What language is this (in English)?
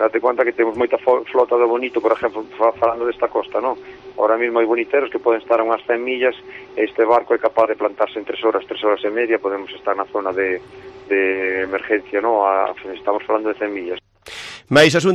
Galician